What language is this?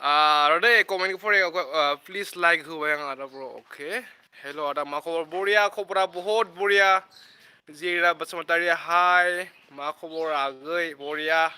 Bodo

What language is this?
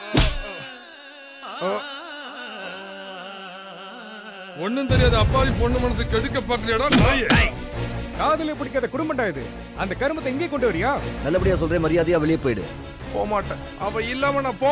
Tamil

